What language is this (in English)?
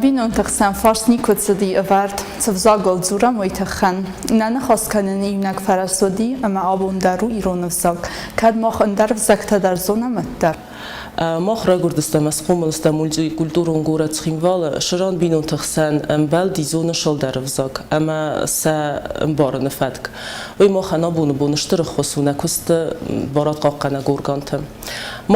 Ossetic